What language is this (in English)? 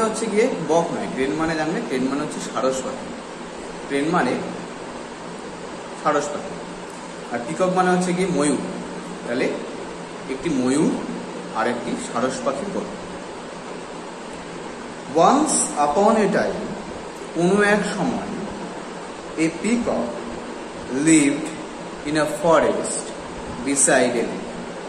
Bangla